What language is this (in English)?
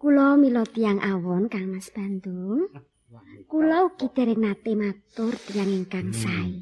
Javanese